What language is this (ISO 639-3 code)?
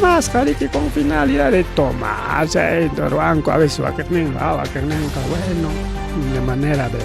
quy